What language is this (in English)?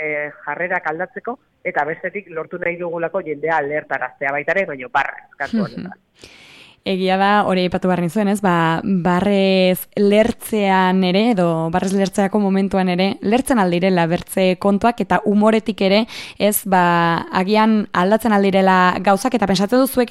Basque